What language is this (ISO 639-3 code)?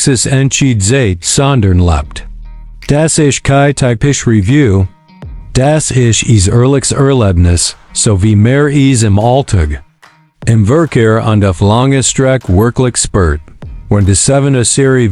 gsw